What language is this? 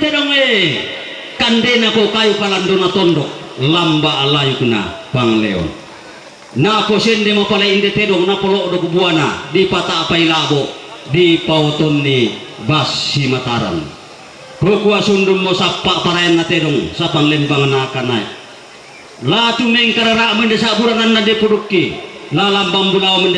Toraja-Sa'dan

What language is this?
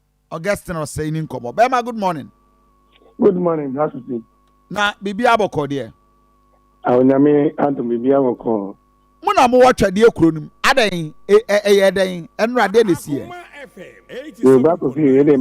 Akan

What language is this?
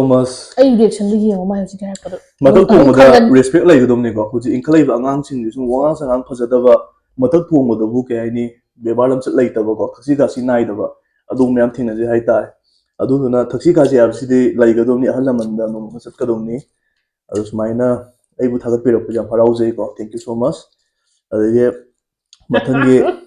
Manipuri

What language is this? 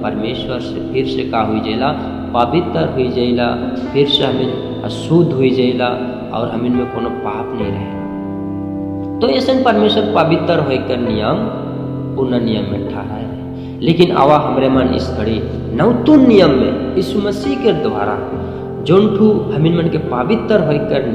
Sadri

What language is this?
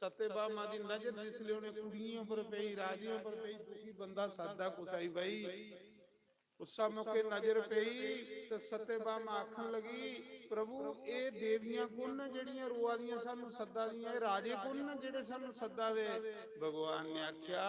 Dogri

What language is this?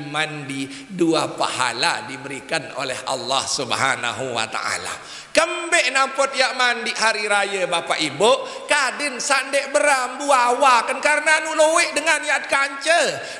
Sasak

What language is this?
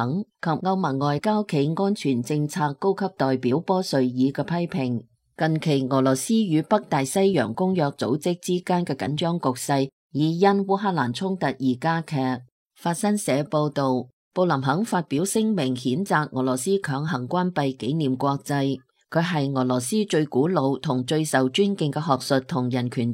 Cantonese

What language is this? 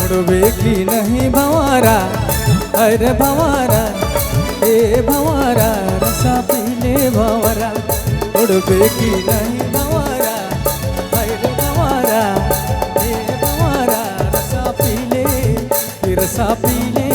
Sadri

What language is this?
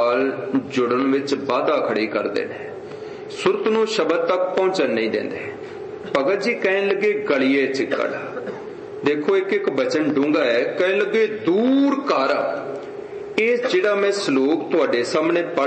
Punjabi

